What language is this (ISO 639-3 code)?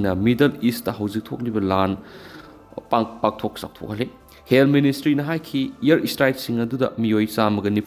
mni